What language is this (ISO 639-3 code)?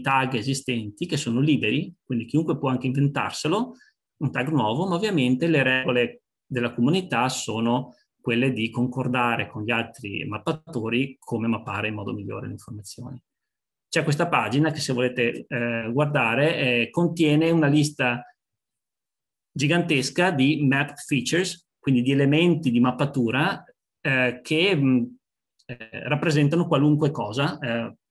ita